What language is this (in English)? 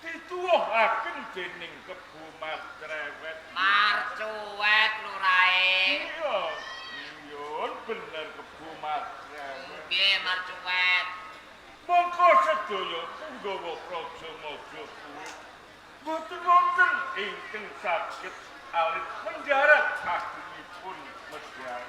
Javanese